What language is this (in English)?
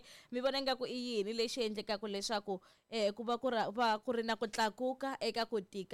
Tsonga